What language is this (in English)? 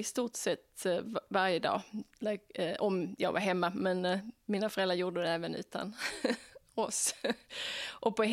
Swedish